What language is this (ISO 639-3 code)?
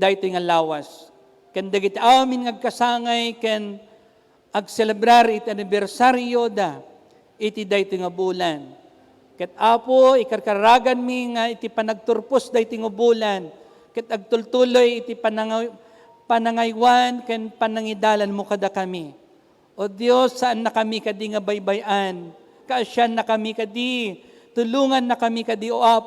ilo